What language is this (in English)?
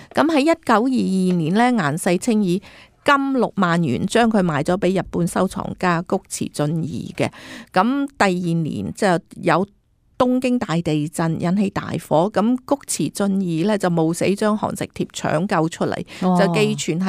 Cantonese